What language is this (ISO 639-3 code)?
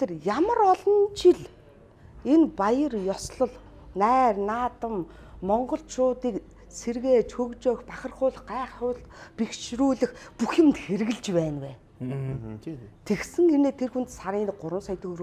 mon